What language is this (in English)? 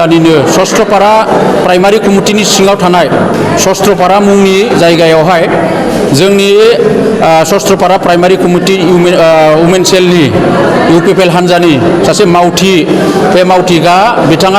Bodo